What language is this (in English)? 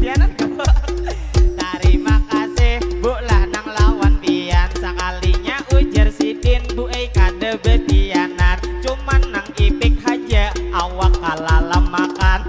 Banjar